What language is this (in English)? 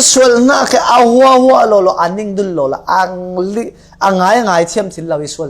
Falam Chin